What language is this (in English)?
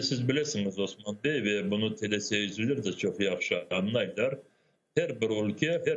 Crimean Tatar